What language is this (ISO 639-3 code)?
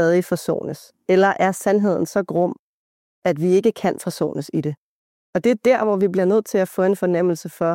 dan